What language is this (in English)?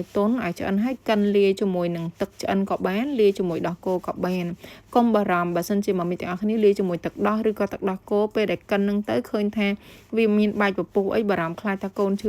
Khmer